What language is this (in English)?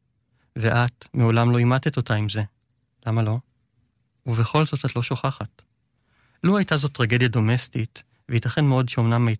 Hebrew